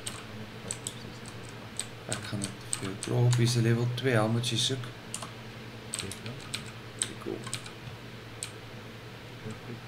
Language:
Afrikaans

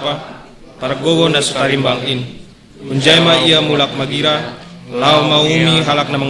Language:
Batak Simalungun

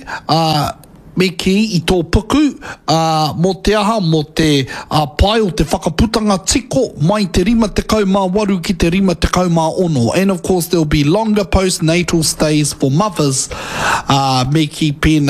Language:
Māori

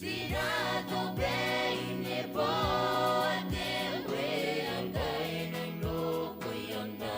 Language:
Gilbertese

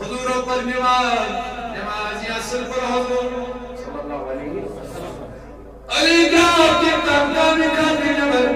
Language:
Kashmiri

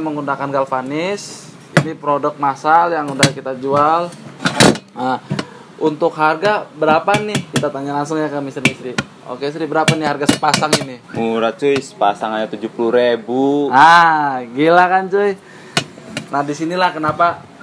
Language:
Indonesian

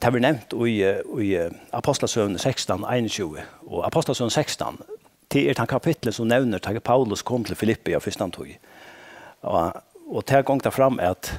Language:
Faroese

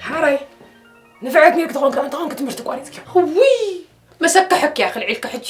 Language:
Tigrinya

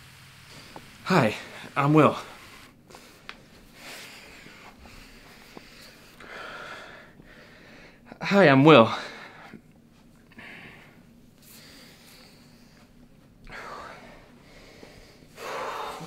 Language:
English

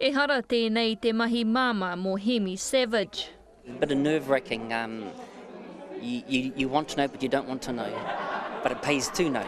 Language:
Māori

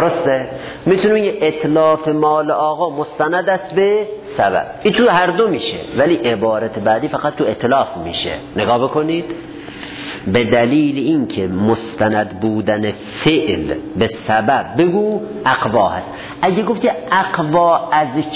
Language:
Persian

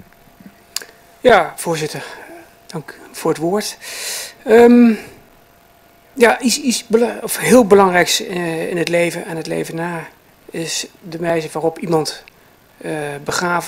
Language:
Dutch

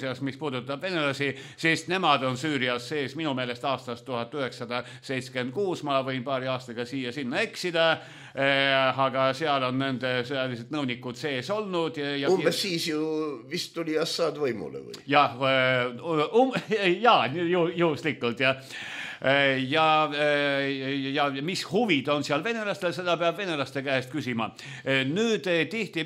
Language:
Estonian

